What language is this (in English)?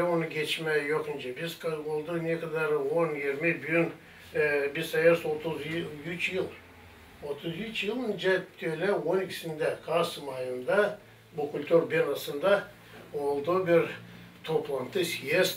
Gagauz